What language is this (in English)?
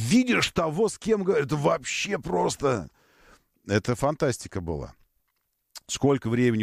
Russian